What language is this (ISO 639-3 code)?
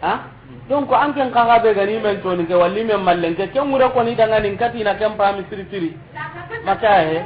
snk